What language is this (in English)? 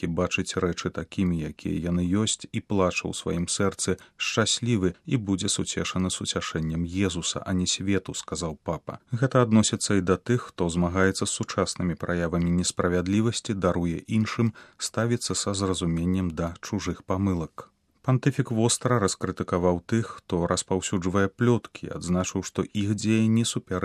Belarusian